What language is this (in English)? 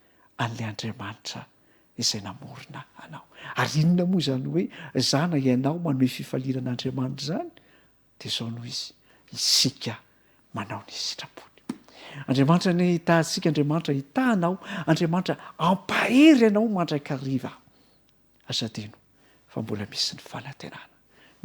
Malagasy